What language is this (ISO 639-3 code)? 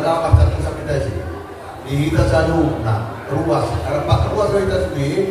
bbc